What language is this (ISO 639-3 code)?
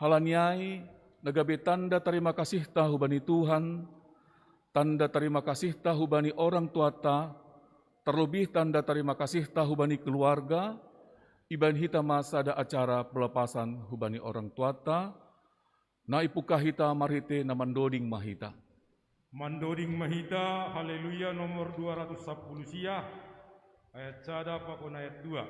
bts